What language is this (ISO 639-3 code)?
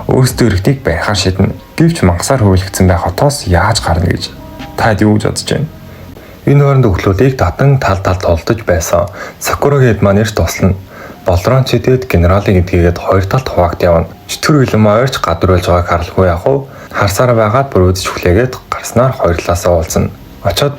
mon